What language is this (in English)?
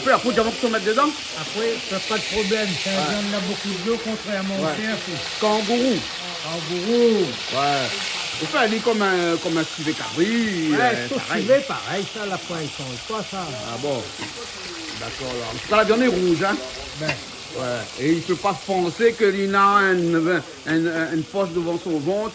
Réunion Creole French